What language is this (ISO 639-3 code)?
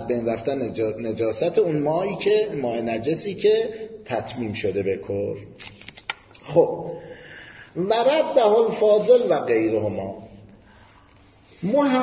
fas